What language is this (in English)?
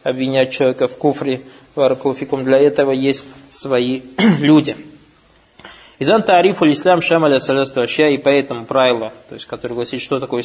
Russian